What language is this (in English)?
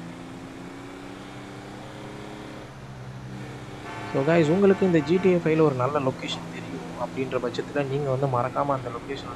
Tamil